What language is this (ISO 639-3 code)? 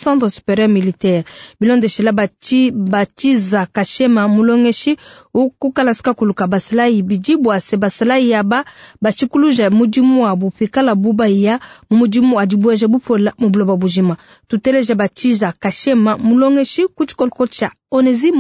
lua